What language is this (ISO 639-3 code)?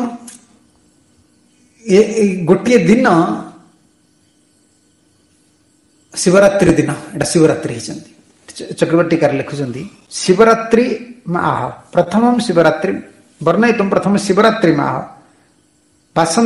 ori